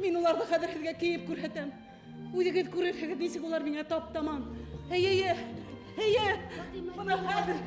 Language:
Bashkir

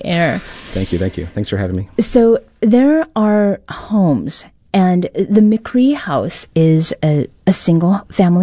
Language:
English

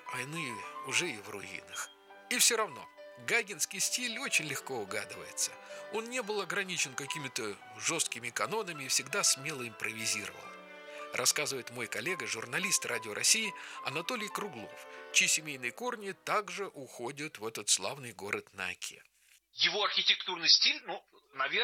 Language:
Russian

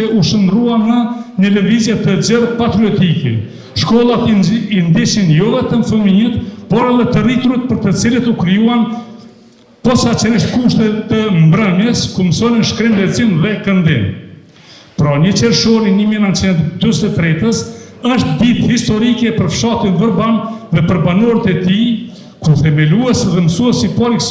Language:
Albanian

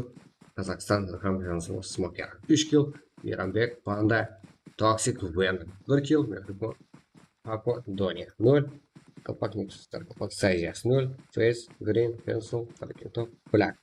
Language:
Kara-Kalpak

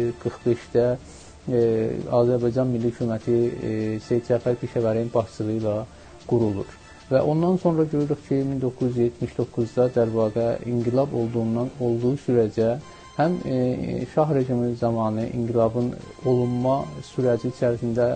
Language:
South Azerbaijani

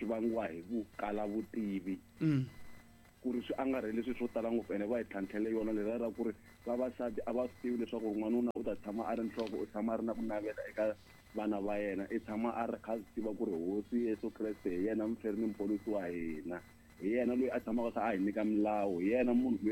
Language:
Tsonga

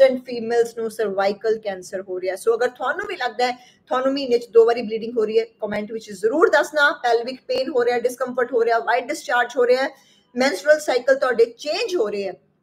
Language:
Punjabi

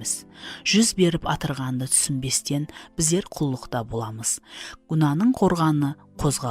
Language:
Kara-Kalpak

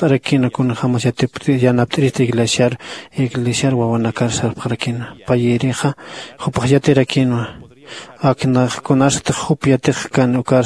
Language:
Aymara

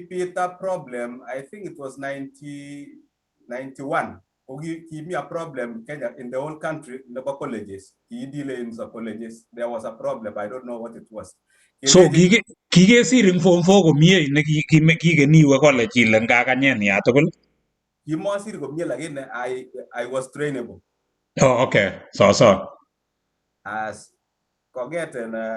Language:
Kalenjin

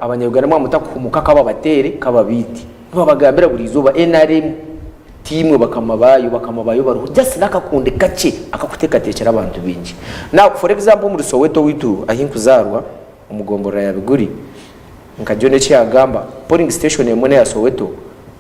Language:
Nyankole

